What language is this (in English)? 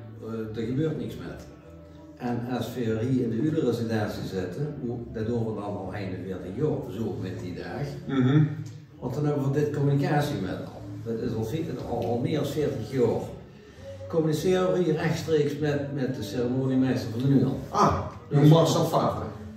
Limburgish